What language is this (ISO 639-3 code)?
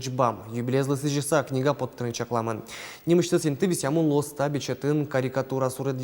udm